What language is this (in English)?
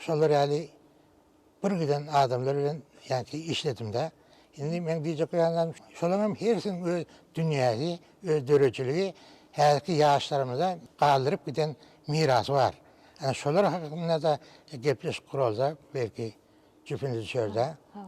Turkmen